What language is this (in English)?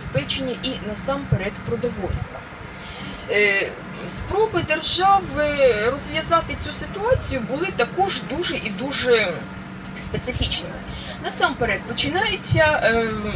Ukrainian